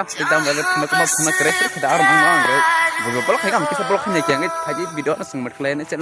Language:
Kok Borok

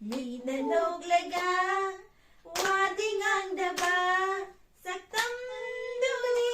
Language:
Manipuri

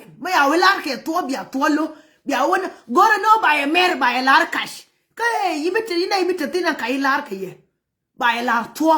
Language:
Nuer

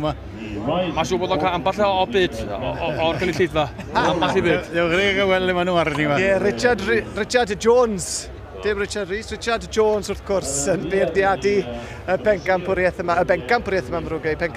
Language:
Welsh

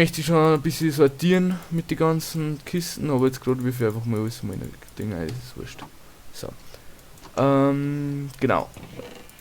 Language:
Bavarian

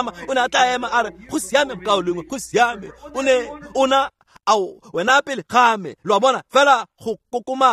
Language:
Tswana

